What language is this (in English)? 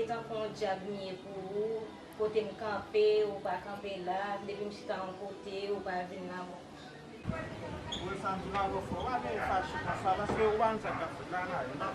Haitian Creole